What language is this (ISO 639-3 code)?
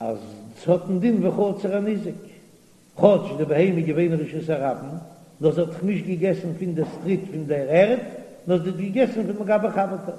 yid